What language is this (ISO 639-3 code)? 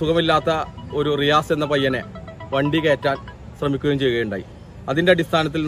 mal